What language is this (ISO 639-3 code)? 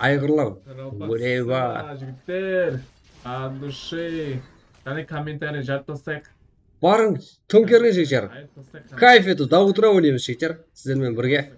kaa